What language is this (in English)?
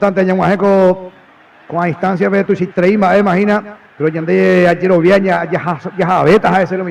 Guarani